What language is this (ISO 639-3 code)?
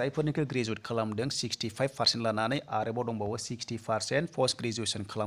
brx